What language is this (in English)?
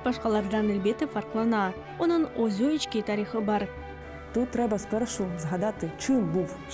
Crimean Tatar